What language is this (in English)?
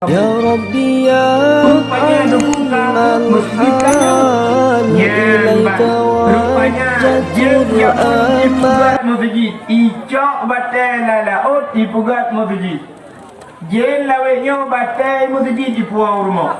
Achinese